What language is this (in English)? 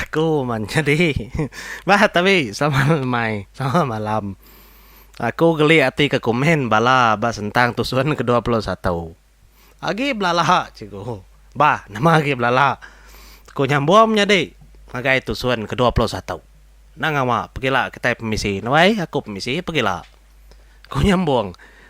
Iban